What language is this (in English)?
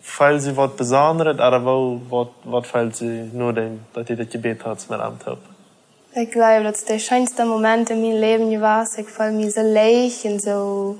Plautdietsch